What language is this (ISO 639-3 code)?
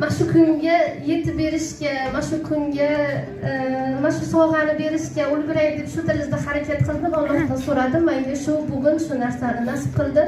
uzb